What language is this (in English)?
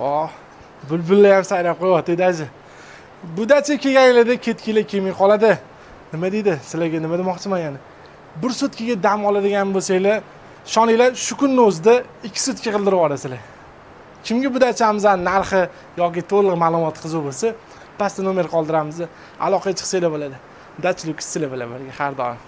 Uzbek